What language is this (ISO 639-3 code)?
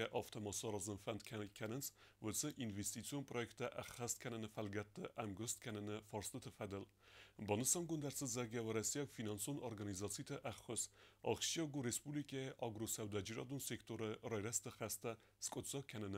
oss